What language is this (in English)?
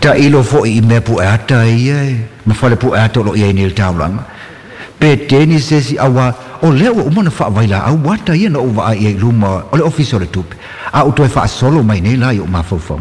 Samoan